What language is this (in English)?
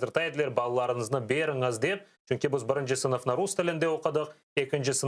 Crimean Tatar